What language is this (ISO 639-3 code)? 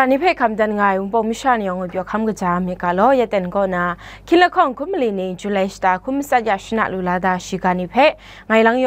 kac